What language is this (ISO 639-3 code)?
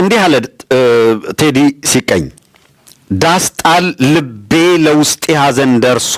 amh